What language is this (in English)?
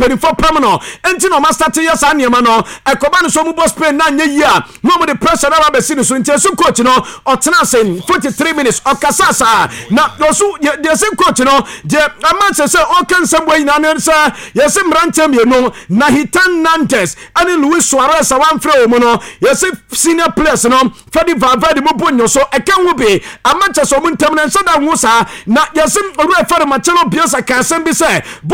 Akan